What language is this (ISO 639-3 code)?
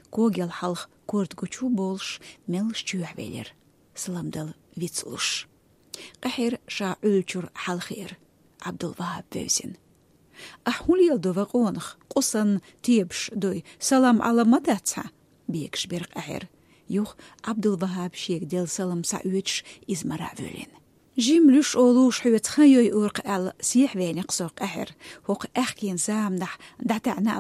che